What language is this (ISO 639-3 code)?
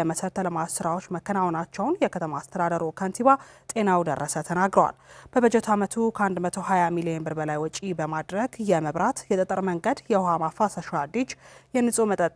amh